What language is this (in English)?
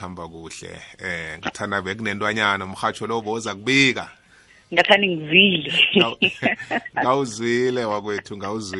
South Ndebele